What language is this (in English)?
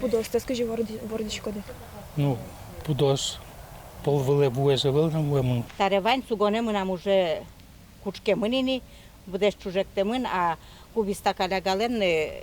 Udmurt